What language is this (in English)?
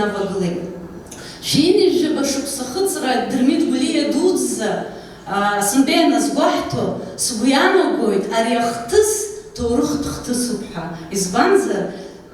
Abkhazian